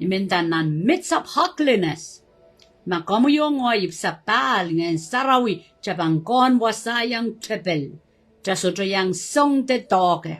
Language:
Pohnpeian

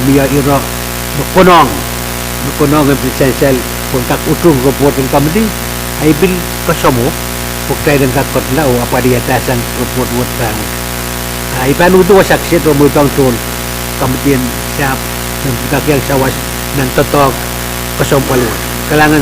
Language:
Pohnpeian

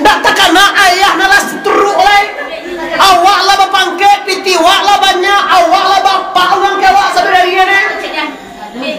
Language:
Minangkabau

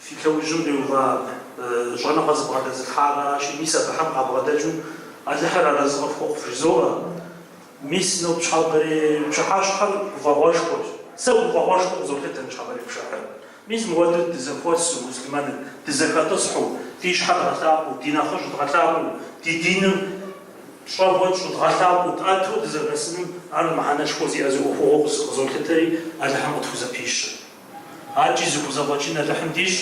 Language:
Kabardian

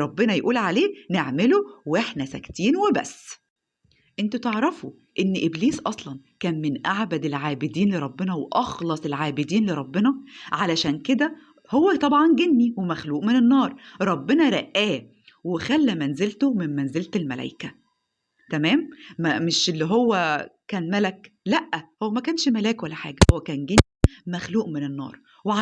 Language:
Egyptian Arabic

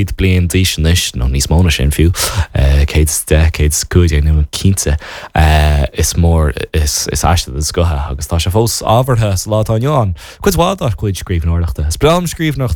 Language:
Irish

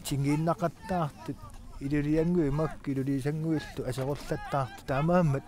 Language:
Kalaallisut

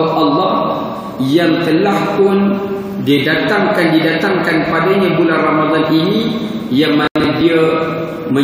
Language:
Malay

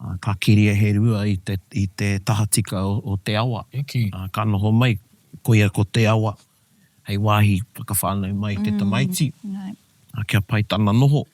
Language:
Māori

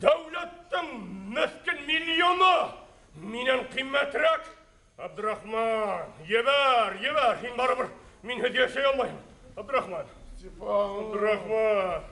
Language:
Bashkir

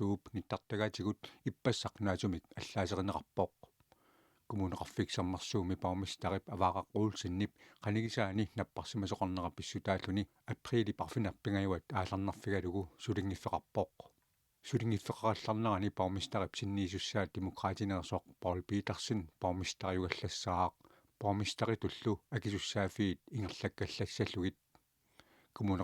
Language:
Kalaallisut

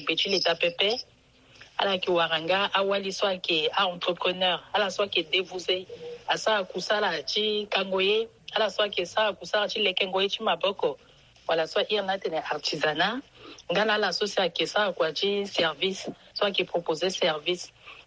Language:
Sango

